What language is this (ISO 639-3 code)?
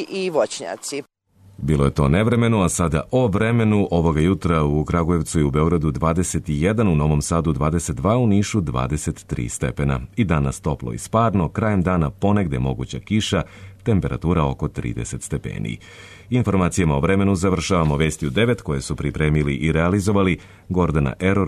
srp